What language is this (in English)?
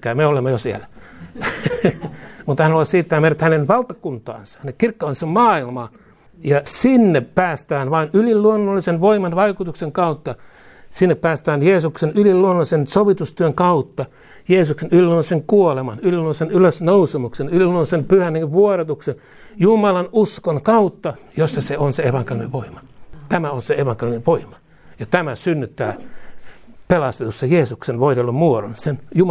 Finnish